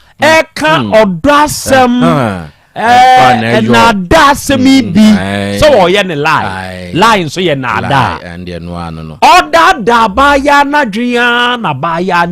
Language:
Akan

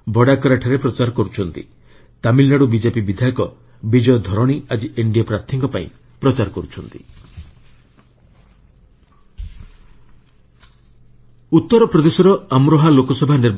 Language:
Odia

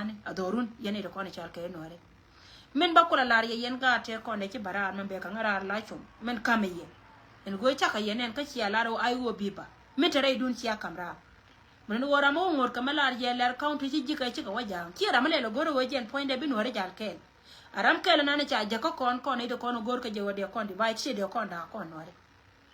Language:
Nuer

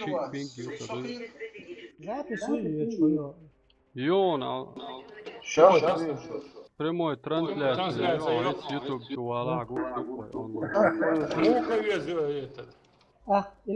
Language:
Chechen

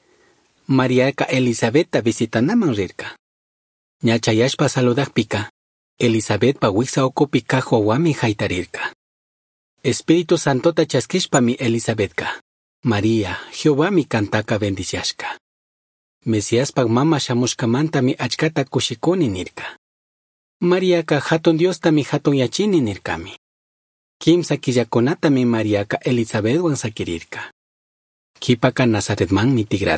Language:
Chimborazo Highland Quichua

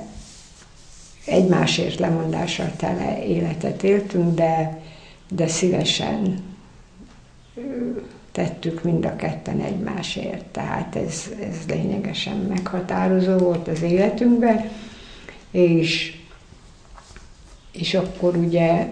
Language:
Hungarian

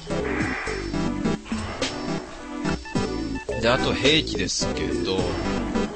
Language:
Japanese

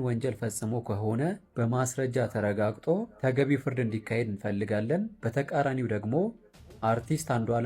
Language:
Amharic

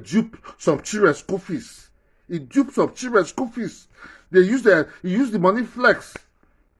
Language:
Nigerian Pidgin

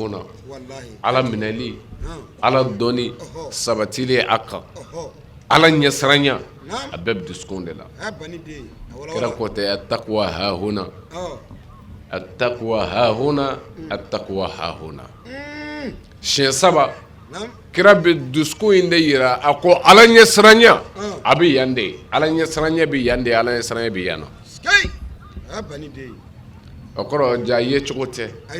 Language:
Bambara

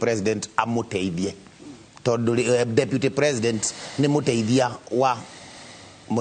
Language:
Kikuyu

